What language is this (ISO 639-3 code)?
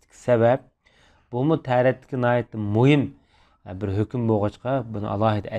uig